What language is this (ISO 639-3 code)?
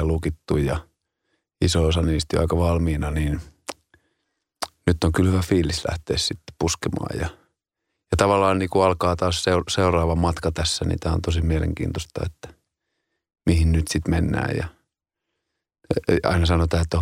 fin